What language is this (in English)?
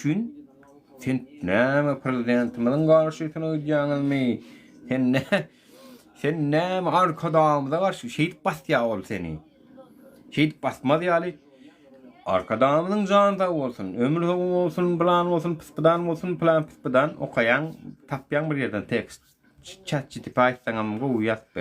Turkmen